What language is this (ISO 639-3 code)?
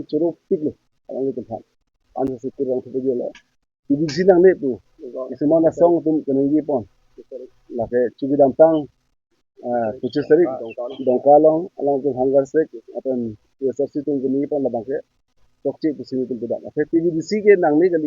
mjw